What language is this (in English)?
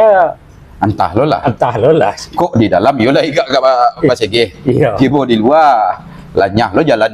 Minangkabau